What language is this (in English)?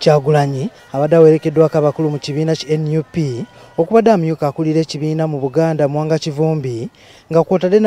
Ganda